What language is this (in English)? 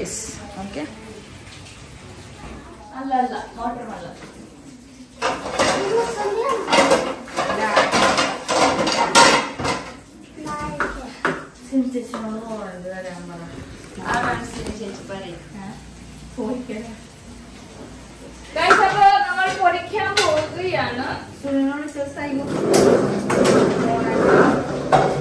Malayalam